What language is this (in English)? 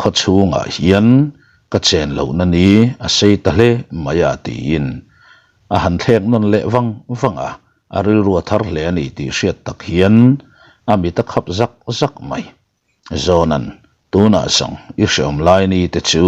Mizo